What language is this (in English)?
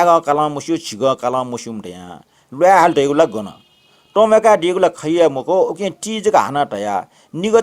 Newari